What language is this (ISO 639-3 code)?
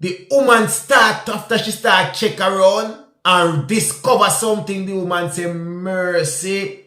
jam